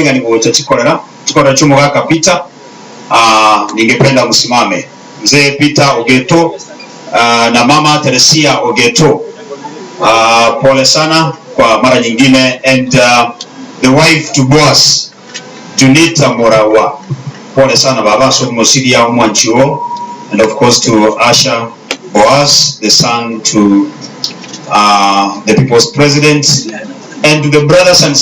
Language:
Gusii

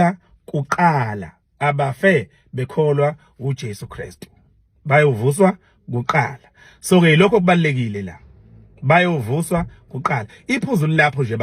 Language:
Zulu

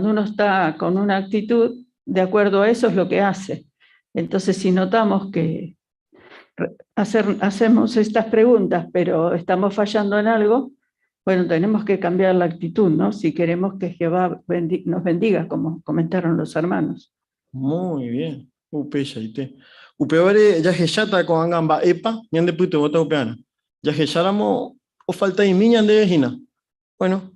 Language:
Guarani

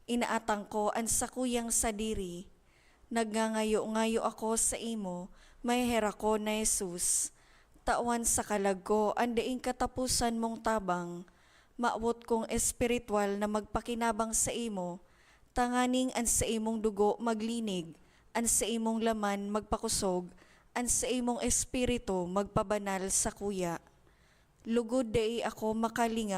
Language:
Bikol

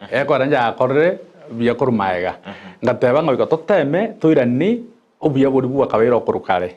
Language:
Gusii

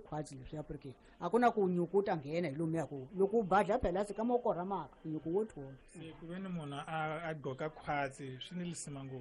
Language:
Tsonga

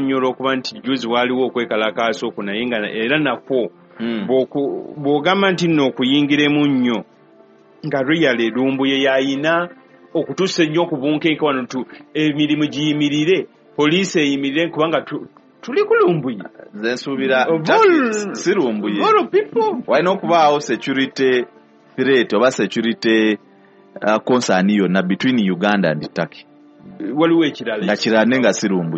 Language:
Ganda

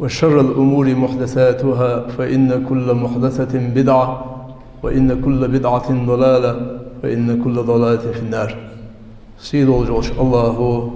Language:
Ingush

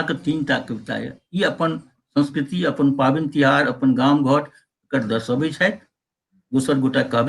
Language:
Maithili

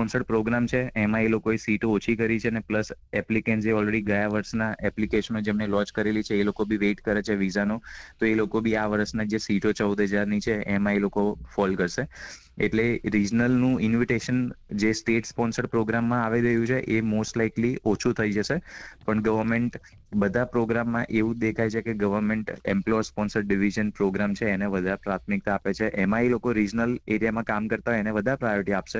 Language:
Gujarati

